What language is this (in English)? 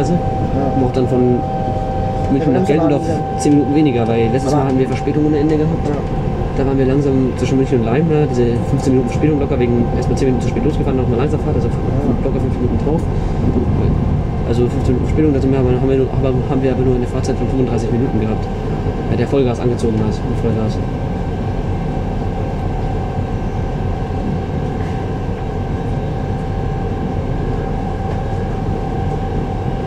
German